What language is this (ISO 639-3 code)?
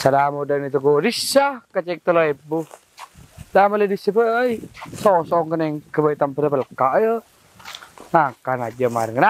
mad